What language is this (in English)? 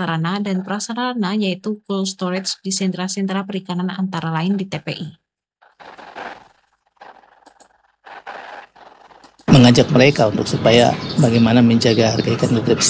Indonesian